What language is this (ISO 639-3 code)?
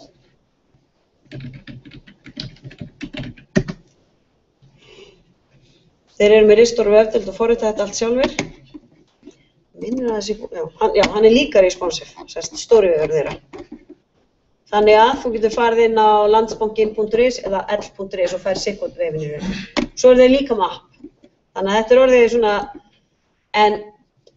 isl